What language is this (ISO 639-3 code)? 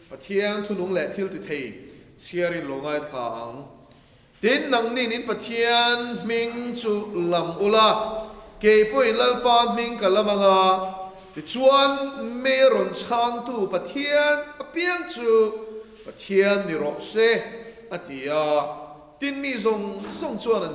lus